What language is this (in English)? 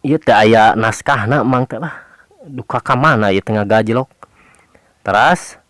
Sundanese